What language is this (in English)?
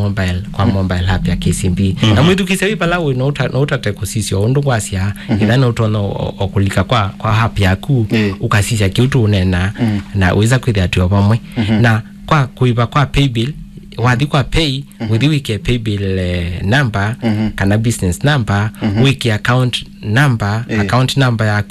Kamba